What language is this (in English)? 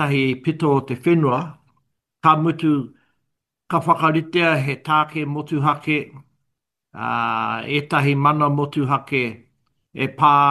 Māori